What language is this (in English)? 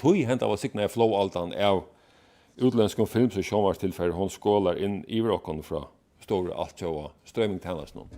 Faroese